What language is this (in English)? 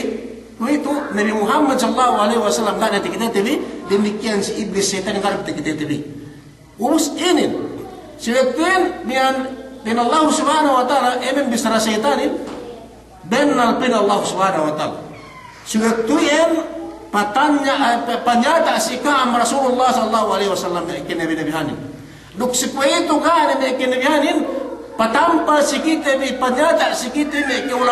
Yakan